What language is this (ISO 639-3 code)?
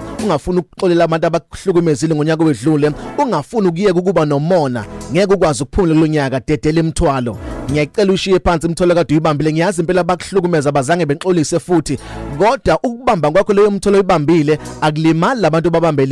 zul